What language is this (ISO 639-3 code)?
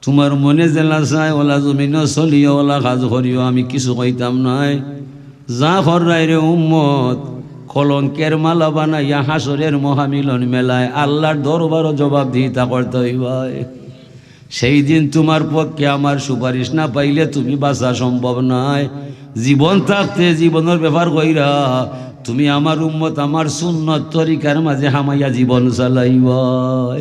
syl